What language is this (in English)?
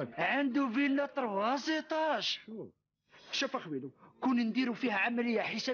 Algerian Arabic